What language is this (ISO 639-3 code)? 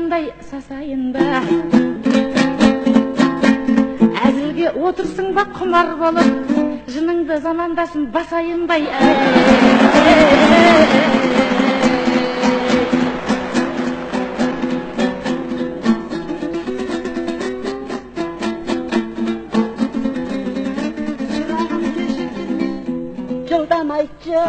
kaz